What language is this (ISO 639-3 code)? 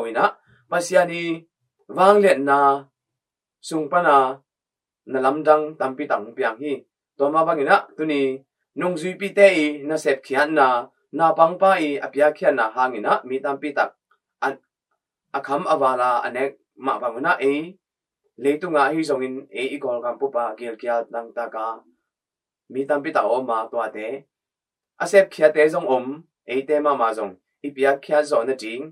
ctd